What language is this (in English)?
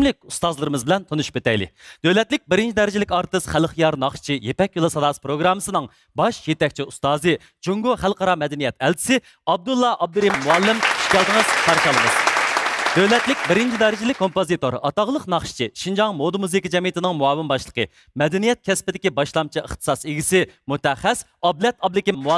Uyghur